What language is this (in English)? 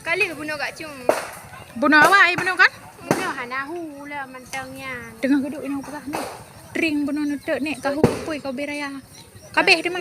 Achinese